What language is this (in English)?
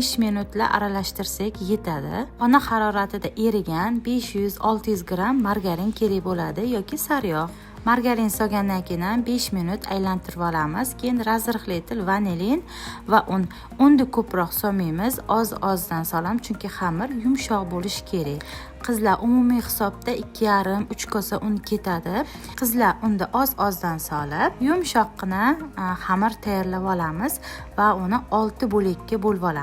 Uzbek